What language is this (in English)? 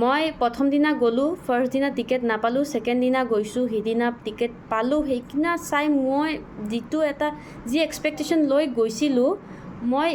Assamese